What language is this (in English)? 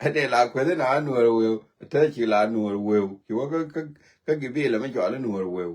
Nuer